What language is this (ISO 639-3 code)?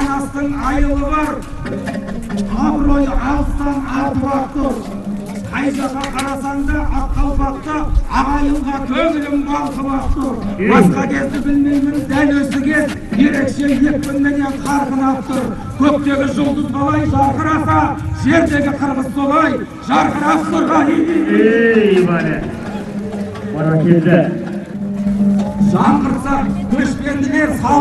kaz